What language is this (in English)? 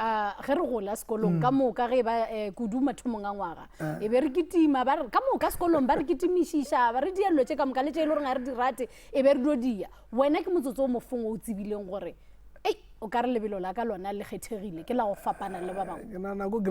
Northern Sotho